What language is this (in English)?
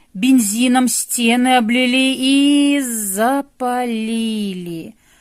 Belarusian